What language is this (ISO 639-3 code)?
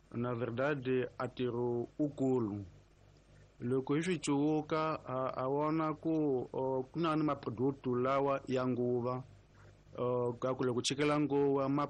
tso